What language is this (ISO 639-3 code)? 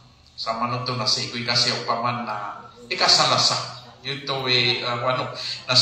mrw